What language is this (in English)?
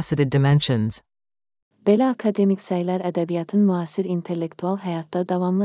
Azerbaijani